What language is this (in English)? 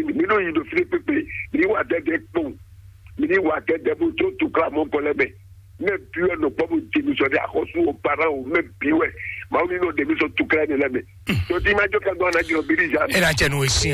Fon